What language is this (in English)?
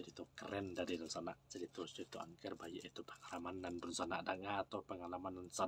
Minangkabau